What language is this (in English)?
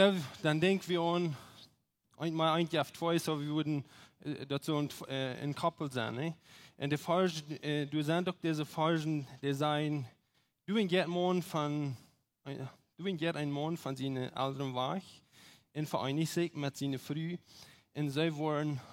Plautdietsch